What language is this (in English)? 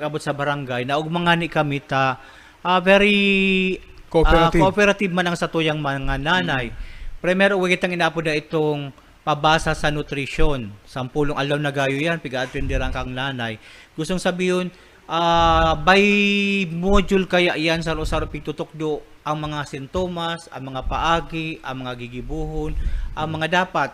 Bikol